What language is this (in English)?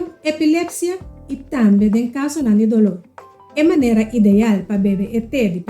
Papiamento